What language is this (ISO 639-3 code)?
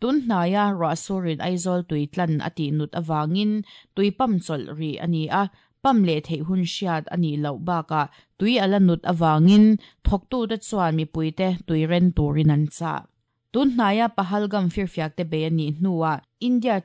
lus